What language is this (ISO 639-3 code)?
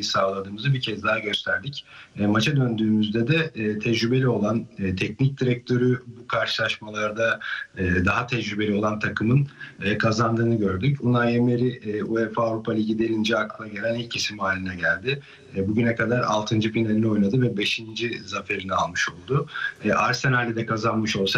tur